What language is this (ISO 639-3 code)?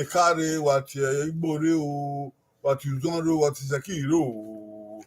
bin